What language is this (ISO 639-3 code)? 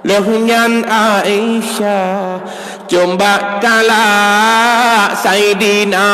ace